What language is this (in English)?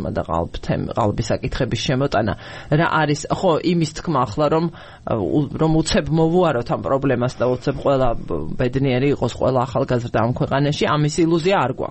Georgian